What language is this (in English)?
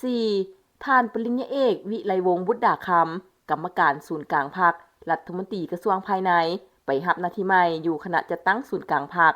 Lao